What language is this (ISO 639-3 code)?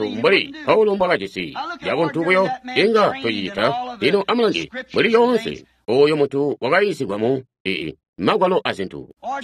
toi